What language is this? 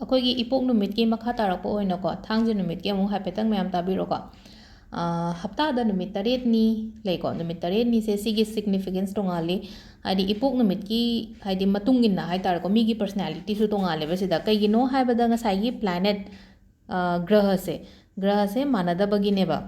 Manipuri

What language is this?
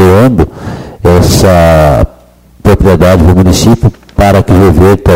Portuguese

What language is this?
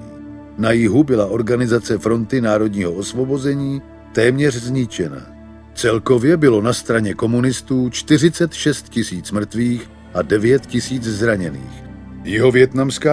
Czech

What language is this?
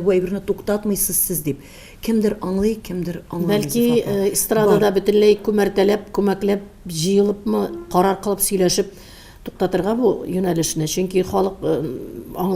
Tatar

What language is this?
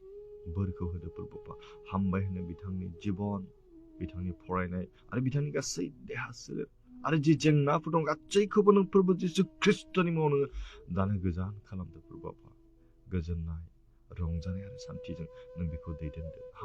Bodo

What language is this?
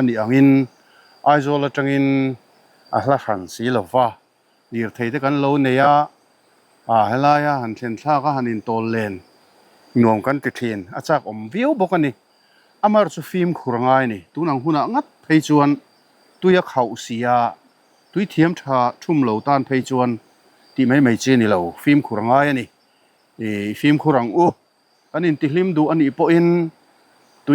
Mizo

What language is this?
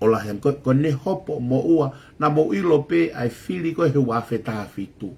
Tongan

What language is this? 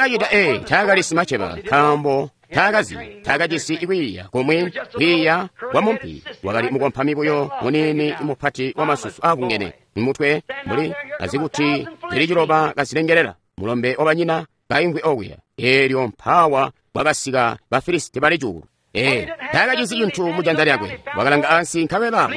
Tonga (Zambia)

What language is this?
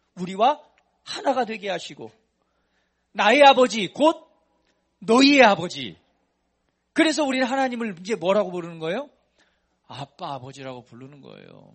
Korean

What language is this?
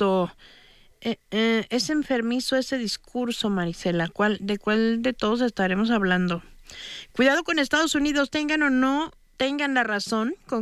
Spanish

